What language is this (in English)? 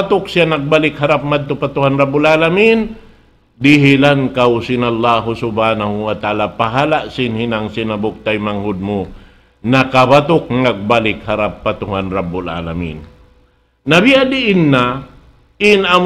Tausug